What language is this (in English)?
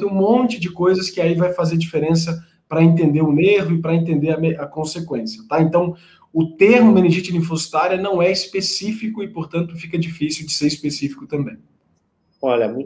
Portuguese